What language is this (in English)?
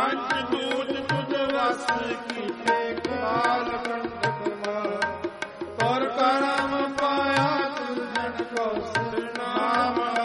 Punjabi